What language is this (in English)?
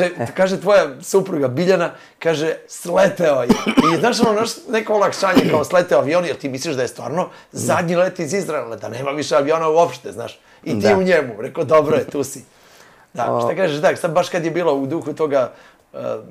Serbian